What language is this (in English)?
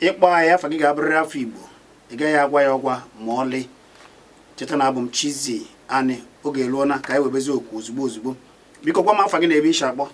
Igbo